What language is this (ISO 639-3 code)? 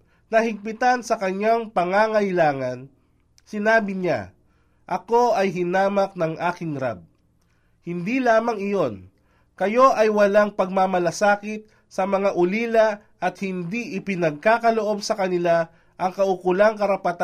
fil